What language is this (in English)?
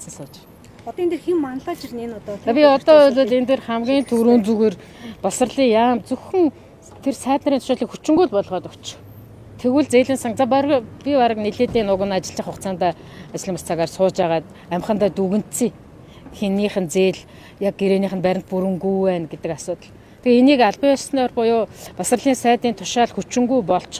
Mongolian